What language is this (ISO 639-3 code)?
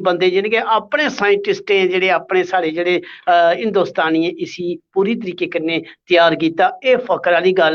doi